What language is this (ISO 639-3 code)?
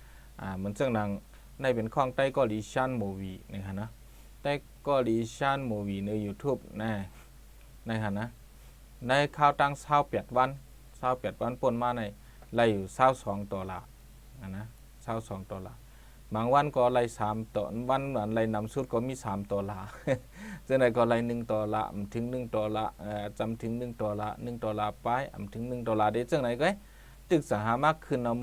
shn